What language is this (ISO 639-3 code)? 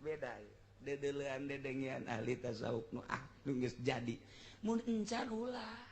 sun